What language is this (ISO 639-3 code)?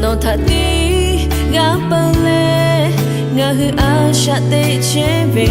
lhu